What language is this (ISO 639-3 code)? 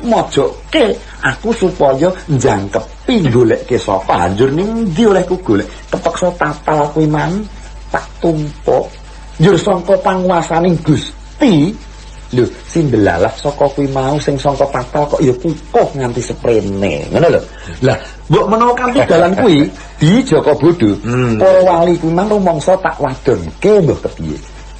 jav